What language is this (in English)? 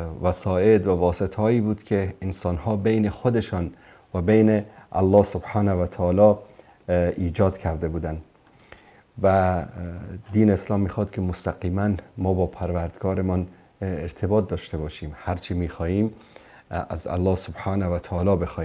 Persian